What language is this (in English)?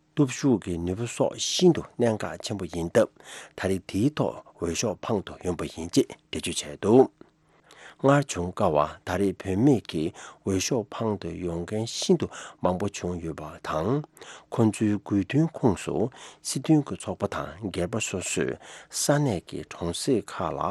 Tibetan